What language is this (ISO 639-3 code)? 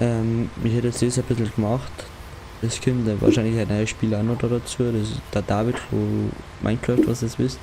bar